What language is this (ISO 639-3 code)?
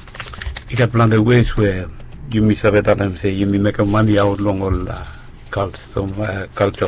bis